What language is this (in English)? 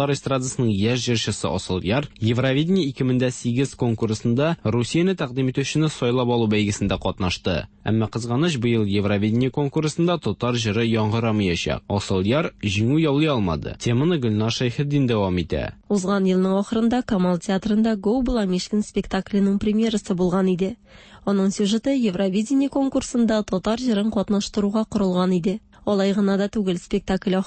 Tatar